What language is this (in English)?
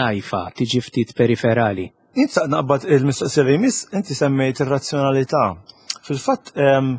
Maltese